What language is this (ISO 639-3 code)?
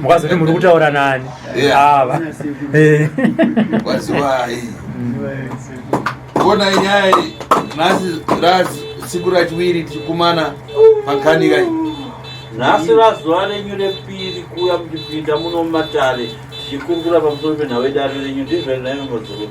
sna